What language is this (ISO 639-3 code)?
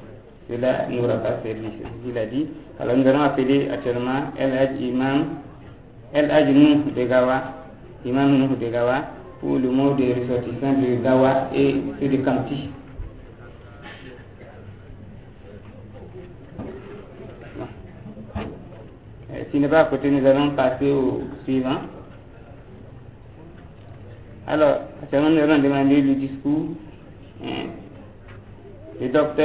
fra